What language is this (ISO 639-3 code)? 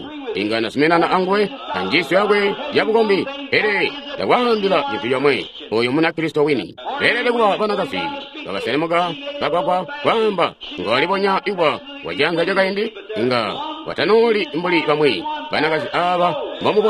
toi